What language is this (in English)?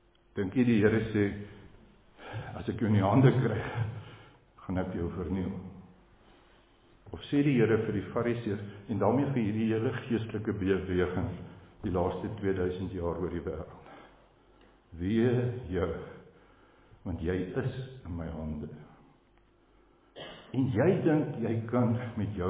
Afrikaans